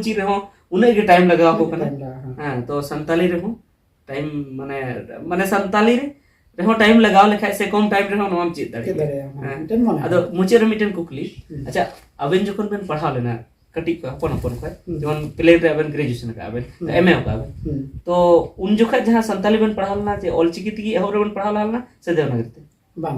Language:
Santali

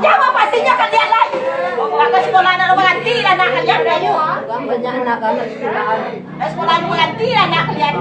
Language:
Minangkabau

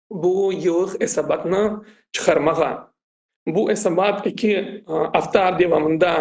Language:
Crimean Tatar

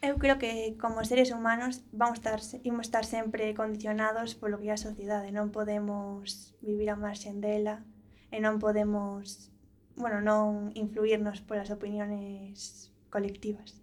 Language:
Galician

